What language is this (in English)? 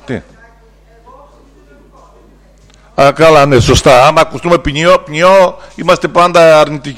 Greek